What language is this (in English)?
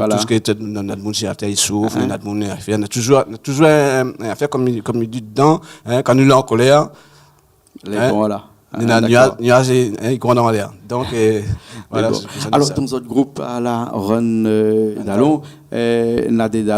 Réunion Creole French